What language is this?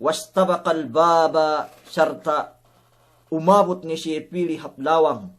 Yakan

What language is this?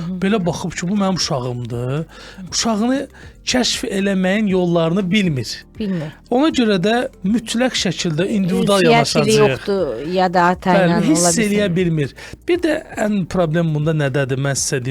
Azerbaijani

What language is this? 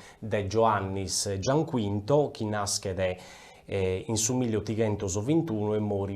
Sardinian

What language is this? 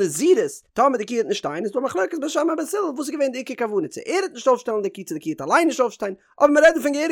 Yiddish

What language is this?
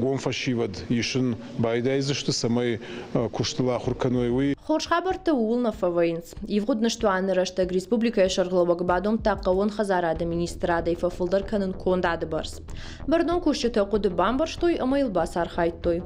Ossetic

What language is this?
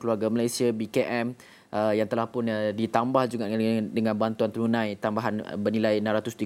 Malay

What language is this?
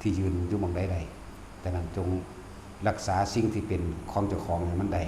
Northeastern Thai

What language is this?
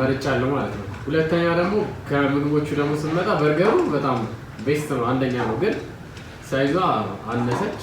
Amharic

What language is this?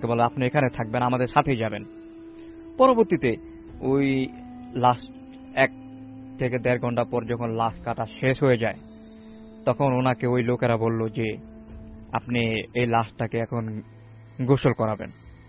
Bangla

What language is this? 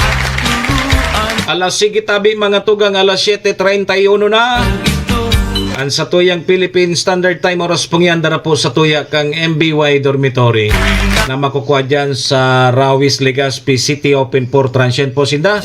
Bikol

